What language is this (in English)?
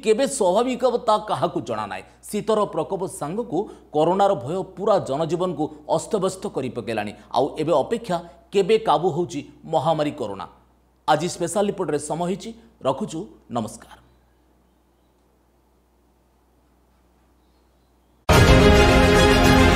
Odia